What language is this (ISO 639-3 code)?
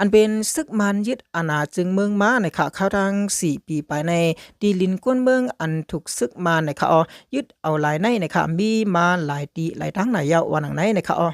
shn